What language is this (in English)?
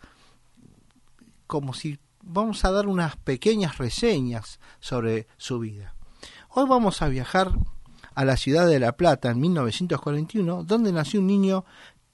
Spanish